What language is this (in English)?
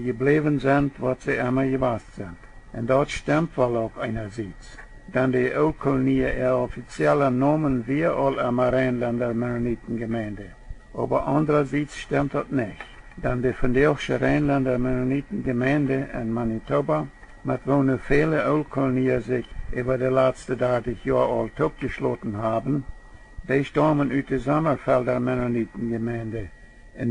Plautdietsch